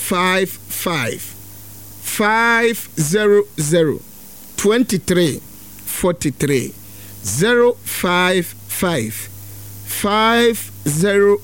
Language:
Akan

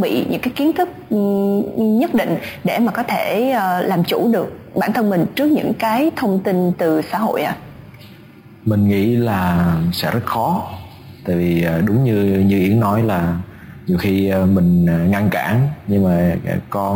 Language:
Vietnamese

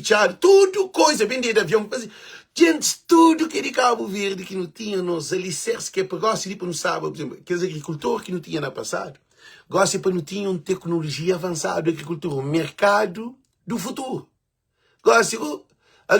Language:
Kabuverdianu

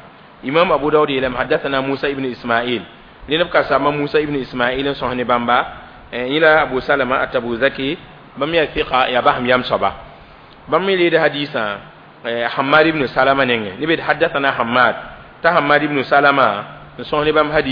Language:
Mossi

